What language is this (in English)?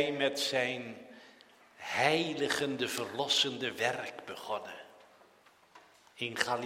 Dutch